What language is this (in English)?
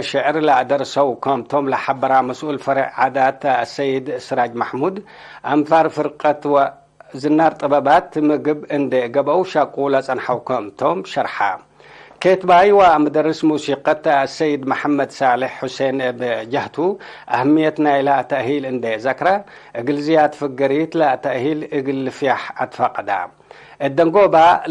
Tigre